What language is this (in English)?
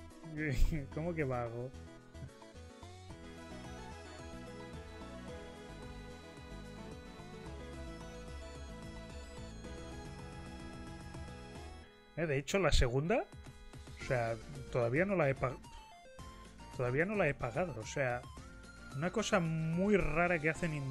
Spanish